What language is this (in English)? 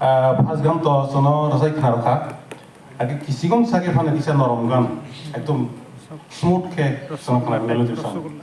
Kok Borok